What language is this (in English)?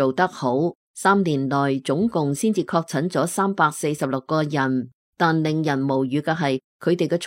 Cantonese